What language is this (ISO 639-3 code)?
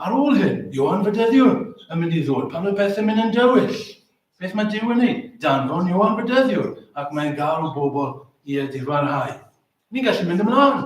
cym